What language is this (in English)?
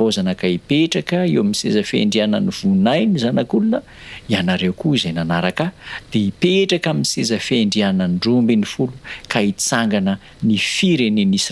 Malagasy